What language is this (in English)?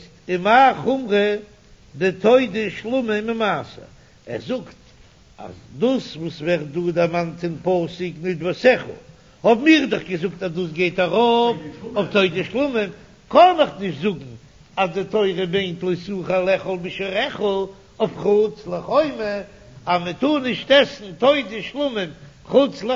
Yiddish